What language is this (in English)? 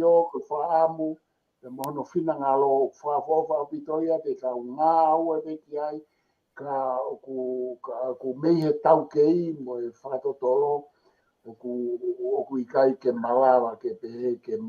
Tongan